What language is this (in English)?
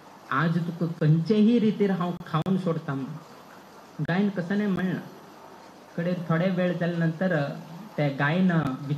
Konkani